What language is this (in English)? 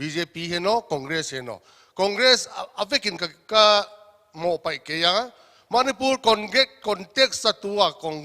Paite Chin